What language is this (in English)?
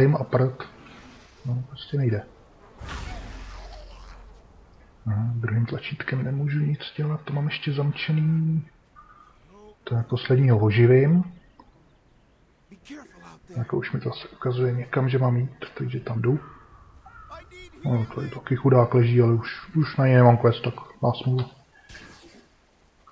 Czech